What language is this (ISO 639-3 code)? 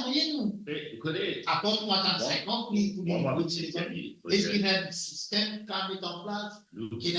mfe